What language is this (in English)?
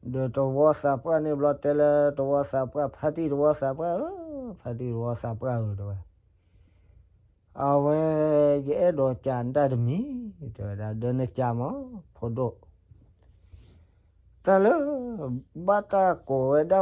S'gaw Karen